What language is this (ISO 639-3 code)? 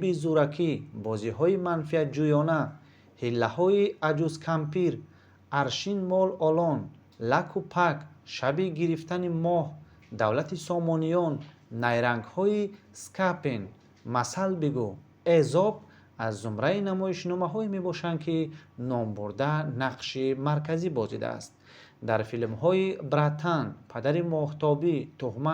tgk